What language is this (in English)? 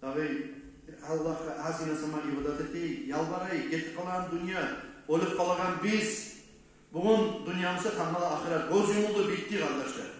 Kumyk